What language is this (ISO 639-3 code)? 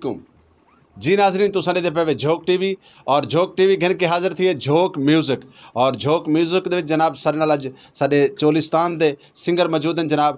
skr